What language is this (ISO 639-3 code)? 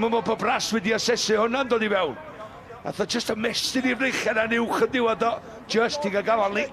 cym